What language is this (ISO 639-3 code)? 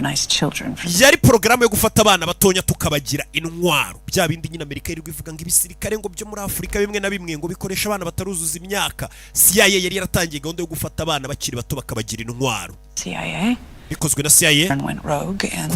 kin